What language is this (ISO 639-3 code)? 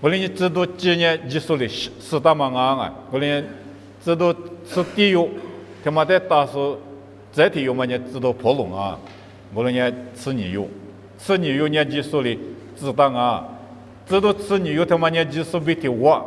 lis